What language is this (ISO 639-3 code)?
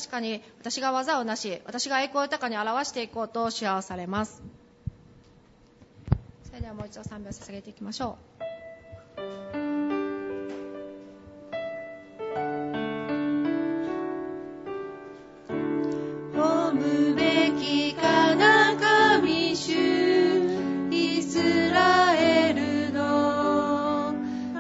jpn